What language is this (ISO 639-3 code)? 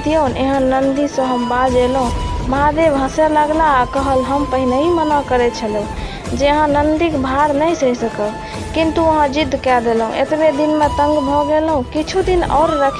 mai